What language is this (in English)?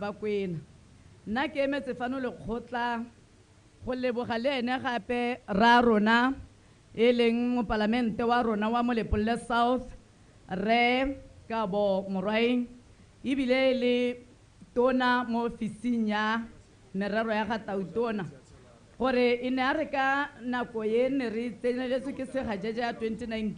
Tswana